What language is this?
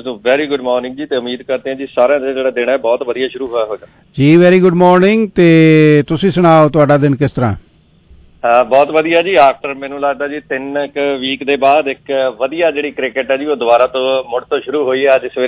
Punjabi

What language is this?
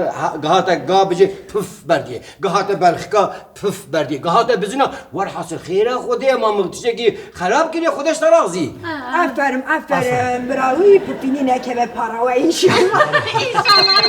Kurdish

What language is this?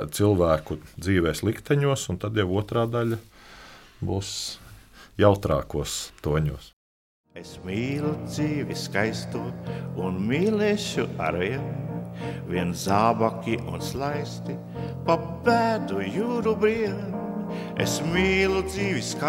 Latvian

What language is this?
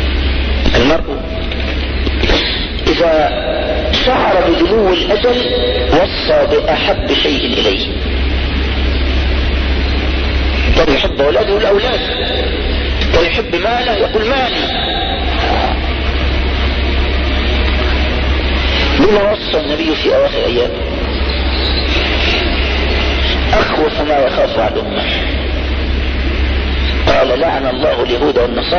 Arabic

